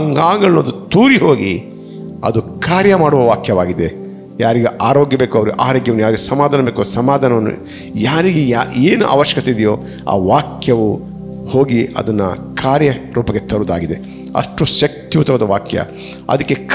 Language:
Kannada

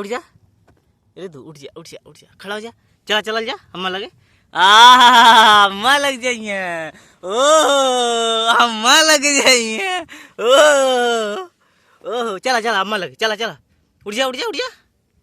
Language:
Bhojpuri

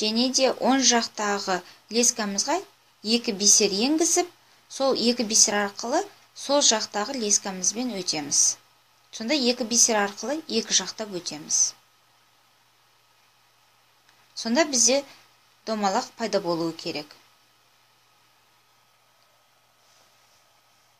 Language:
Kazakh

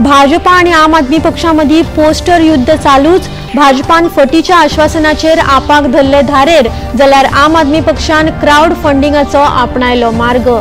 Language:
Konkani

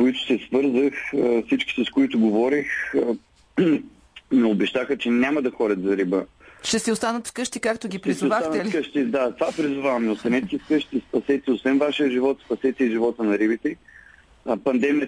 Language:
Bulgarian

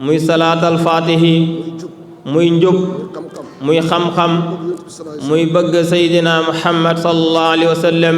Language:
Wolof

